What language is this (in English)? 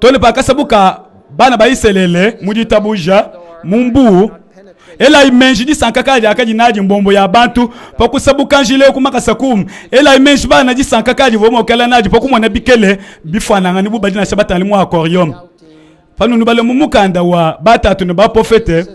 Luba-Lulua